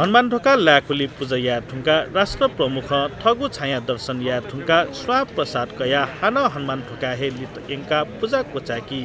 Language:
Newari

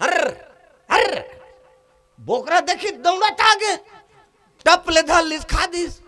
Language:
Chhattisgarhi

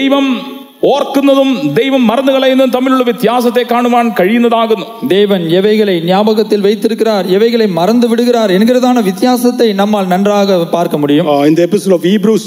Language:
Malayalam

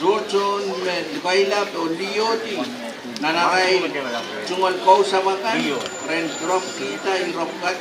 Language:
Pohnpeian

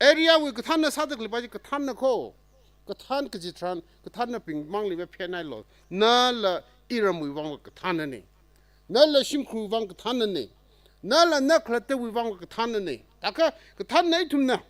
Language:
Tangkhul Naga (India)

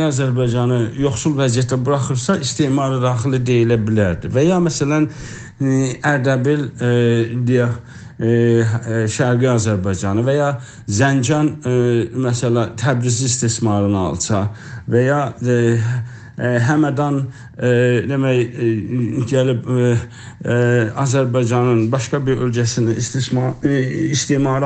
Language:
South Azerbaijani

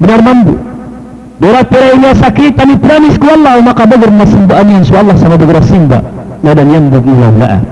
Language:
Maranao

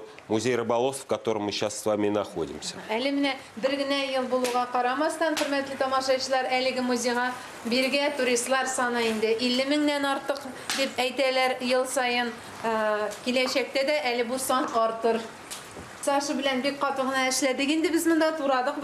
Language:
Tatar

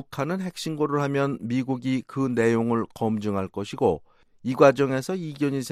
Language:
Korean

